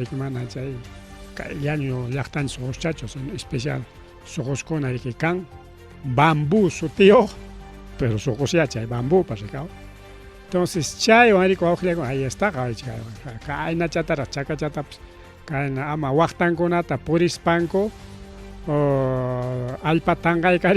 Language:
Ayacucho Quechua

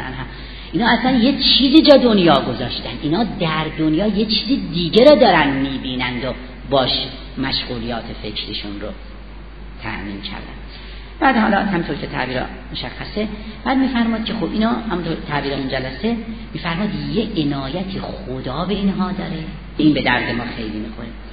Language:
Persian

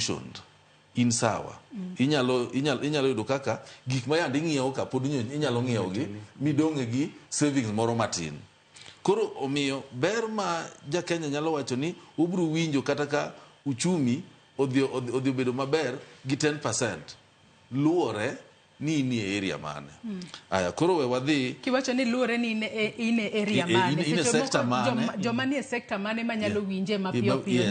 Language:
Luo (Kenya and Tanzania)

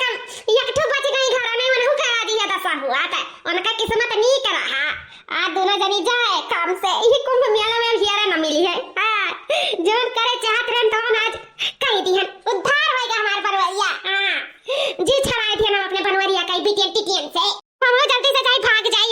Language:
Awadhi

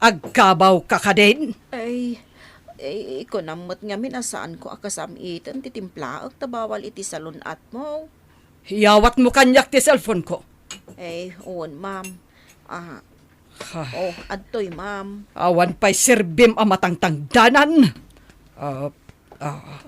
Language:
Iloko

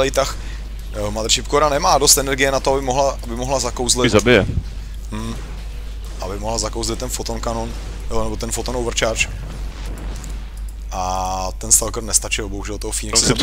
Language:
Czech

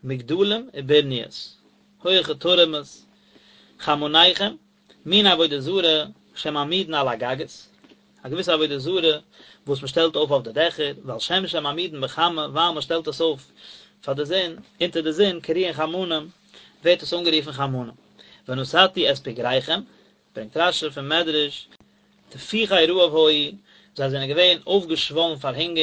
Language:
Yiddish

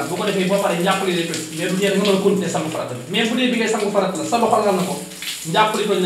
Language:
Wolof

